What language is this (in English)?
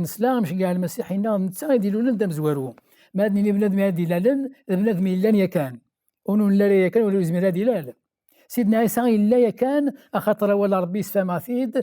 Kabyle